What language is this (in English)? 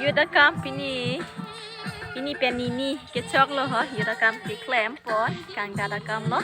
Karbi